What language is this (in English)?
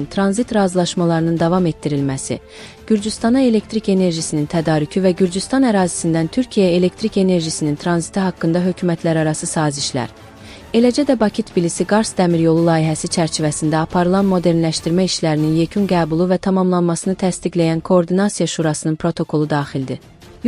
Azerbaijani